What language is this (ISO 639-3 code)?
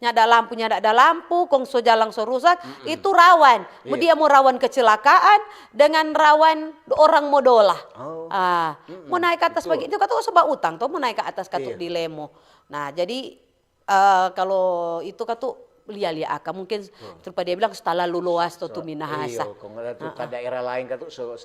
xmm